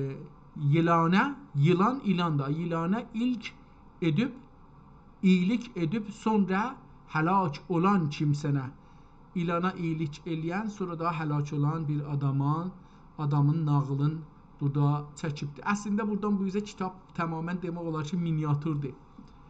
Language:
South Azerbaijani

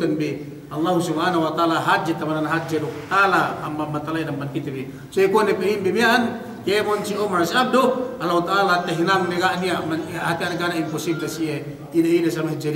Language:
Yakan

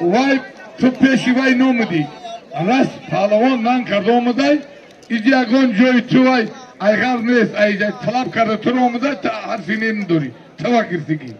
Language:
Tajik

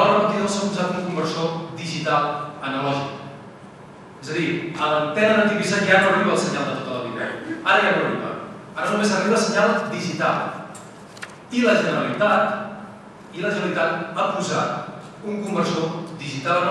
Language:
Catalan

